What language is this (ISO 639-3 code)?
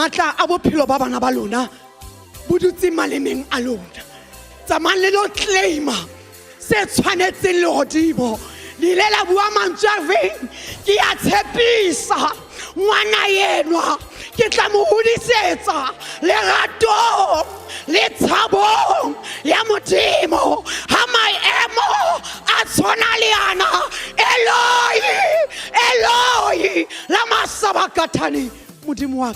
sot